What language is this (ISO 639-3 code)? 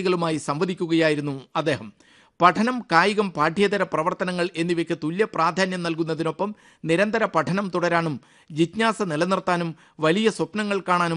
mal